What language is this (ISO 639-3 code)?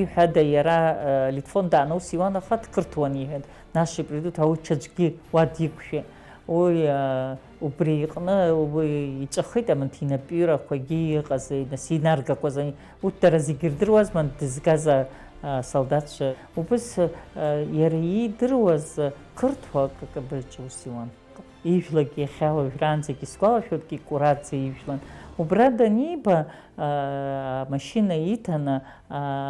abk